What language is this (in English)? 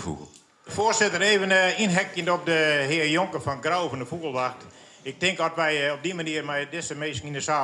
Western Frisian